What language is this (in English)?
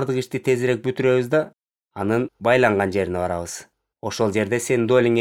Kyrgyz